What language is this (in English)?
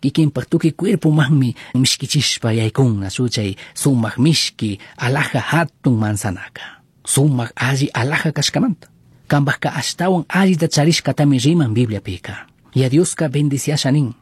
Chimborazo Highland Quichua